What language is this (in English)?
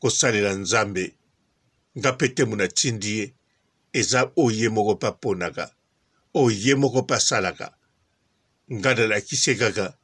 Lingala